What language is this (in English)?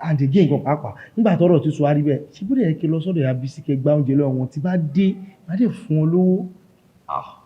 Yoruba